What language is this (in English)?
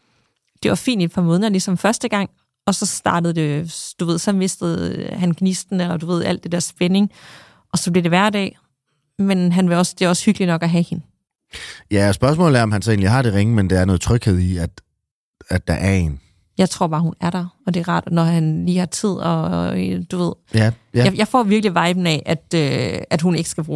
Danish